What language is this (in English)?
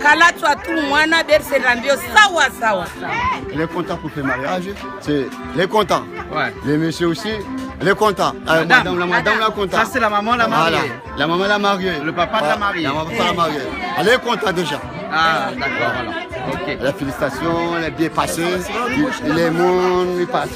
Réunion Creole French